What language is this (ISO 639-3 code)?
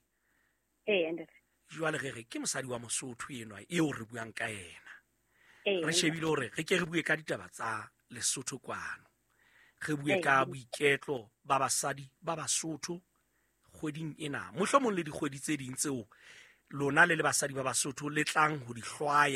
sot